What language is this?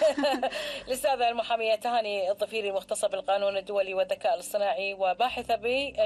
Gulf Arabic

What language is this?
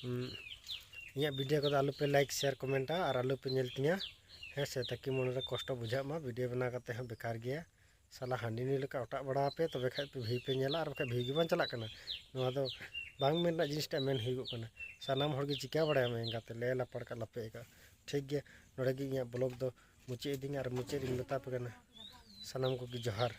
Santali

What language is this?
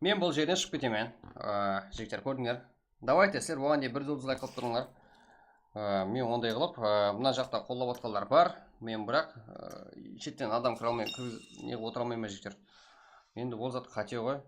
Kara-Kalpak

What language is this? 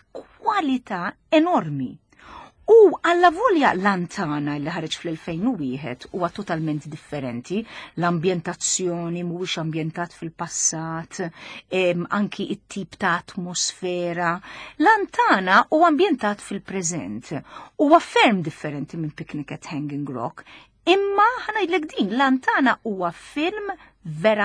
Maltese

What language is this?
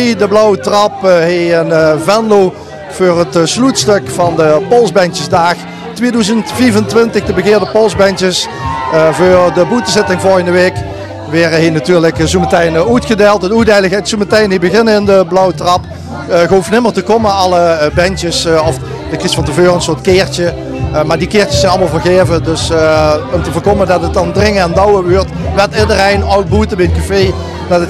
Limburgish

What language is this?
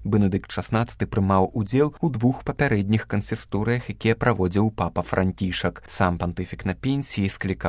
Belarusian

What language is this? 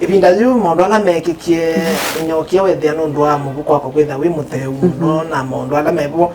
Kamba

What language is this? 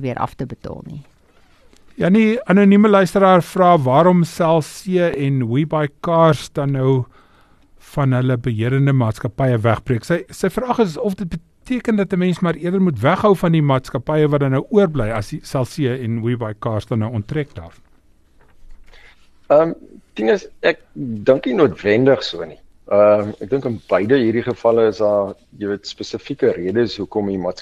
Afrikaans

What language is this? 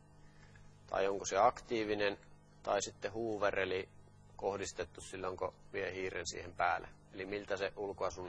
Finnish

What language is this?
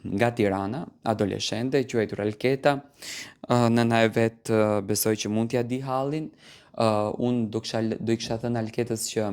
Albanian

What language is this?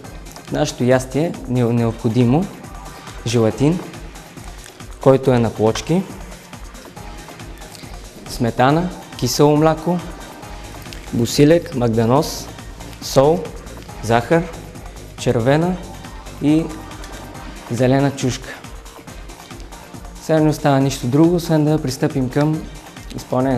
Bulgarian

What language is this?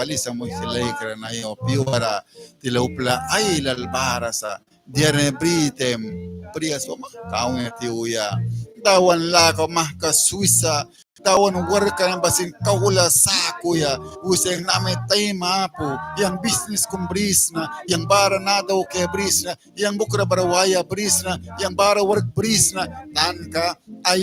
Mískito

